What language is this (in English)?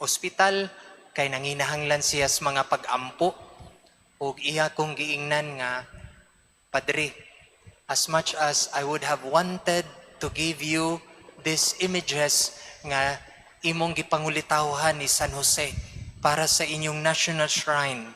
Cebuano